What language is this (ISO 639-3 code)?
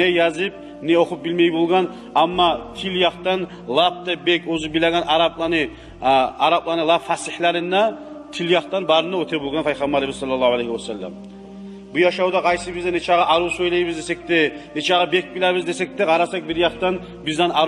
kum